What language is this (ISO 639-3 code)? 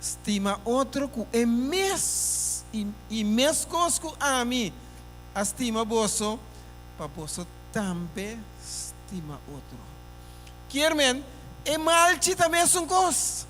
pap